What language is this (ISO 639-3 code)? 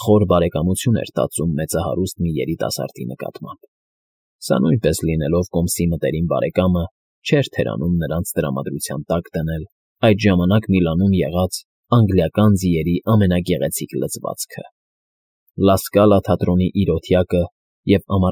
hye